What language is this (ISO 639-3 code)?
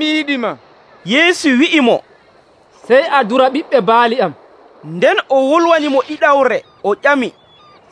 fuv